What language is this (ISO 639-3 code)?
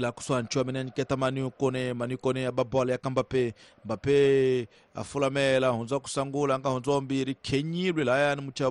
tso